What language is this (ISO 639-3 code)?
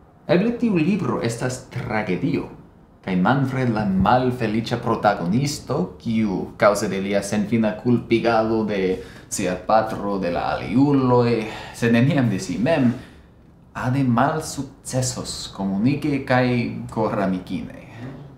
epo